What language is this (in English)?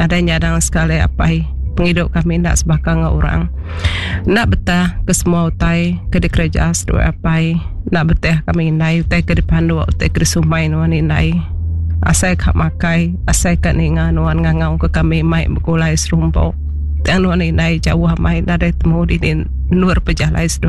Iban